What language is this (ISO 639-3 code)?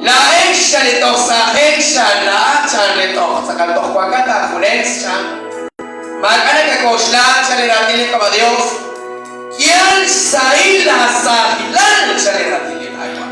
kek